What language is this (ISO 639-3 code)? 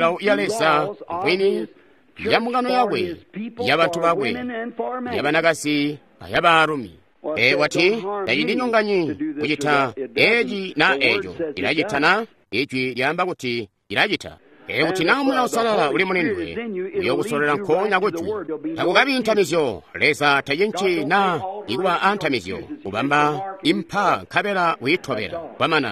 toi